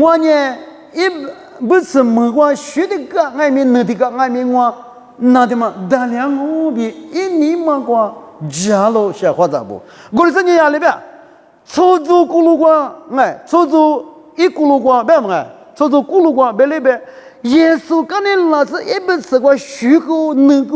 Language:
Lisu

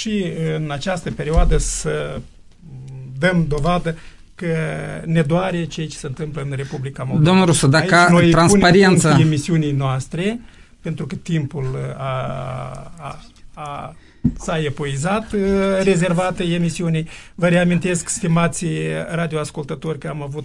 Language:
Romanian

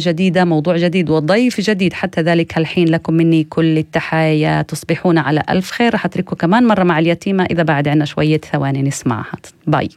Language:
North Levantine Arabic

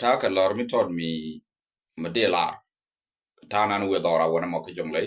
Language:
Nuer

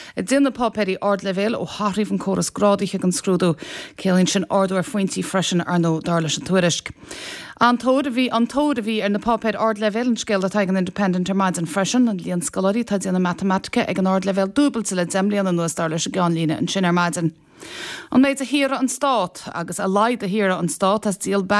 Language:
Irish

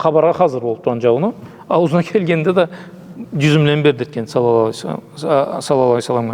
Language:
Karachay-Balkar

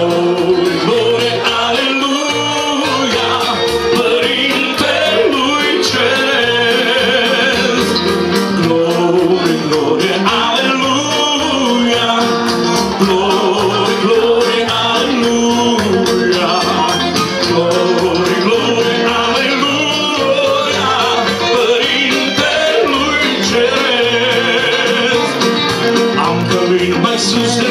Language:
Romanian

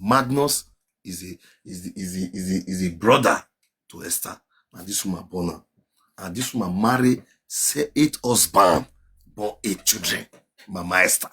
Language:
Nigerian Pidgin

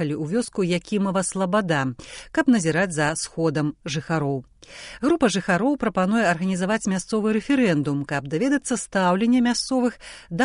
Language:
Belarusian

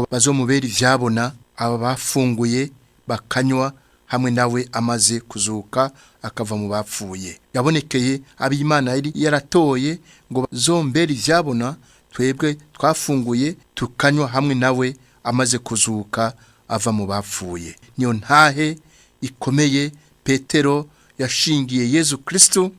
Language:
Rundi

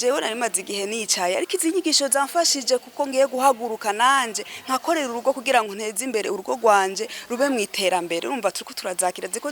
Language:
Rundi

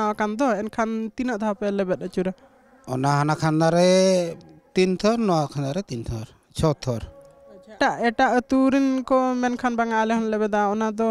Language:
Santali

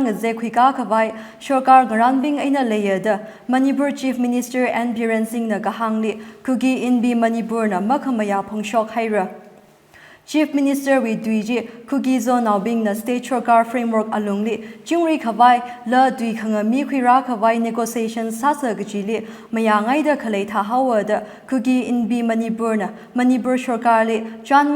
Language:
Tangkhul Naga (India)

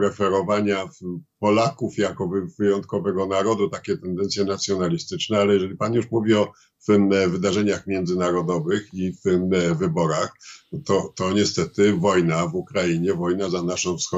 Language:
Polish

